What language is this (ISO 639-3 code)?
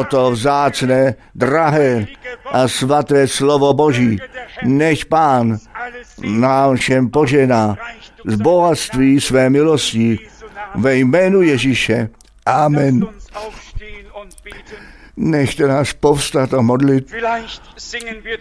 ces